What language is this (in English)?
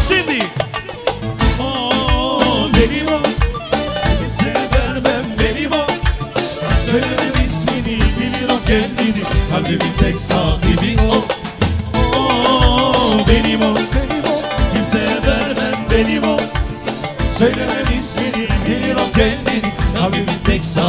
Turkish